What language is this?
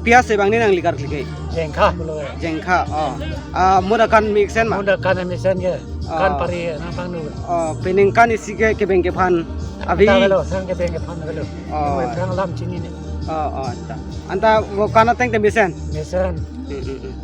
Karbi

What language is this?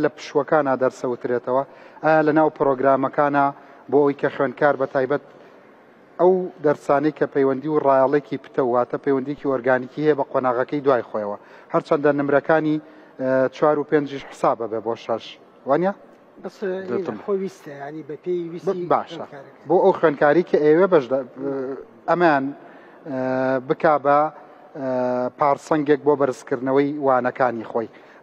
Central Kurdish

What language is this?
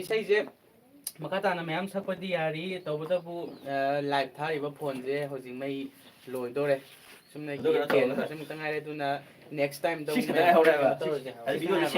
Manipuri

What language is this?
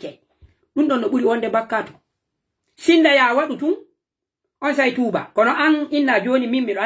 Pular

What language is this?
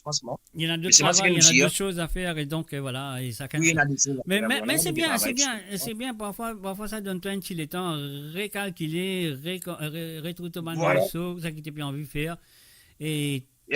Morisyen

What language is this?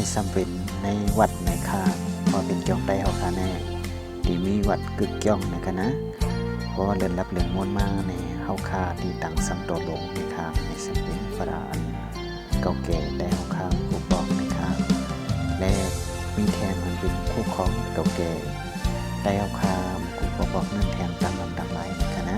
Shan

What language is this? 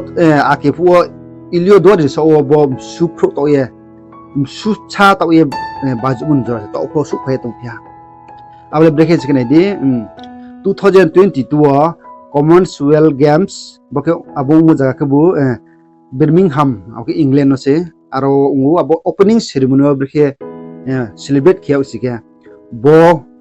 Riang (India)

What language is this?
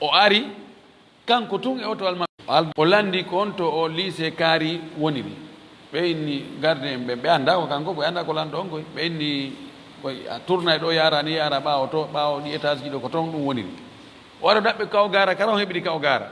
Fula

